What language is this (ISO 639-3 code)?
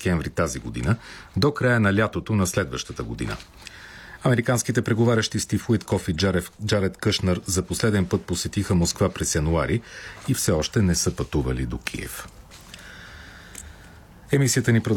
bul